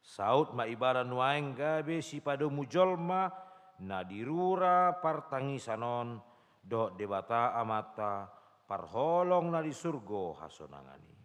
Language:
Batak Toba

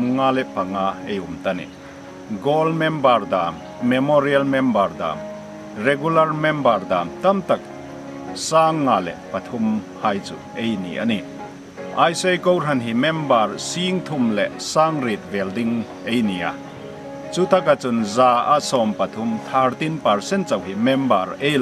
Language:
Hmar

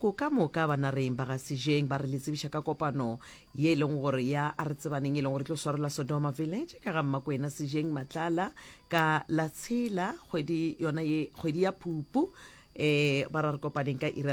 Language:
Northern Sotho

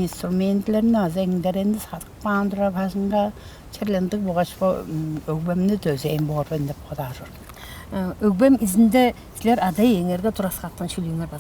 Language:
Tuvinian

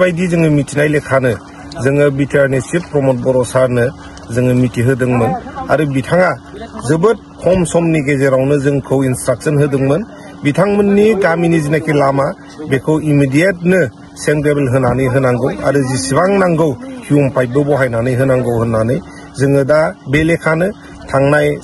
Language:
Bodo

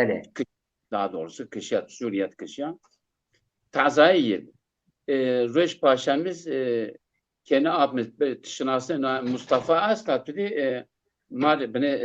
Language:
Zaza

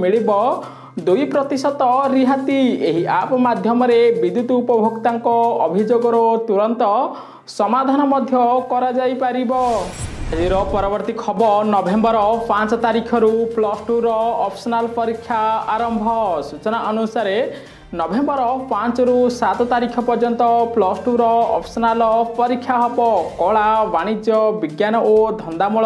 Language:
Odia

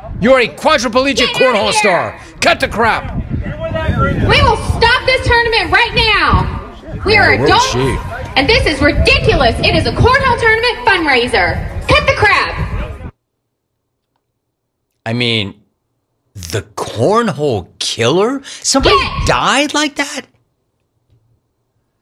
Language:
English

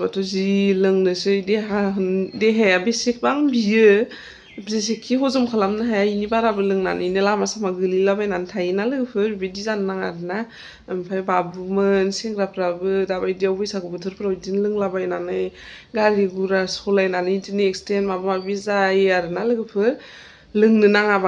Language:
Bodo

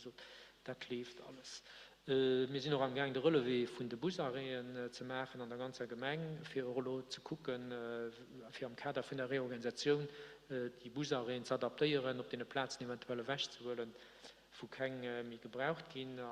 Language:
Luxembourgish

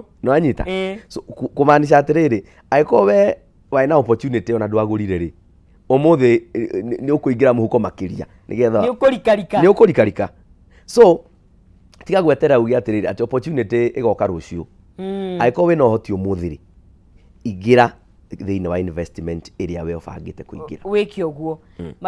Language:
Kikuyu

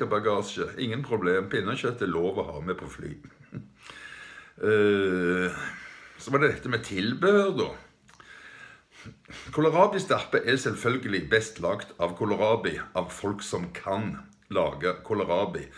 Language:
Norwegian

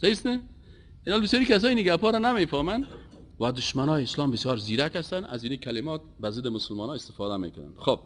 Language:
Persian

